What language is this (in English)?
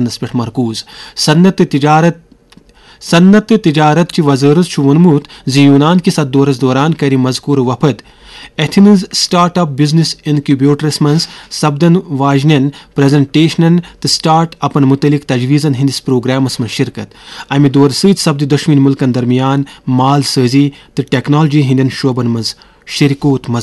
Kashmiri